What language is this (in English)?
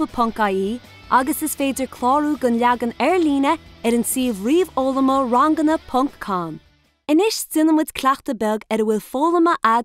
Irish